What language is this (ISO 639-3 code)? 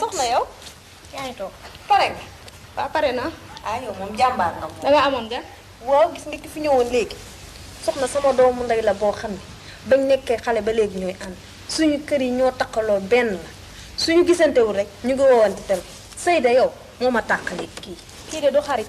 wol